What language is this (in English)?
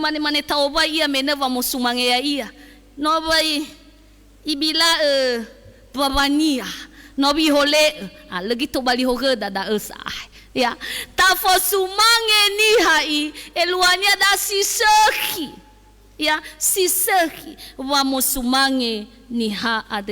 Nias